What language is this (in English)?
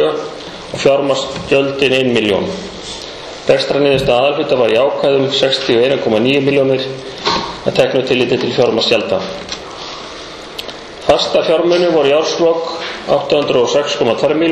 Icelandic